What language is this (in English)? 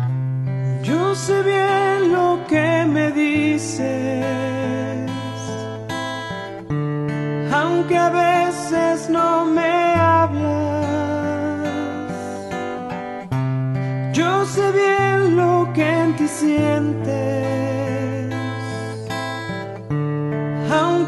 Spanish